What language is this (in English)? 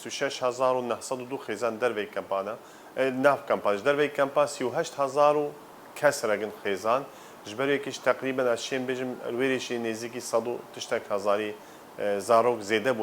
Kurdish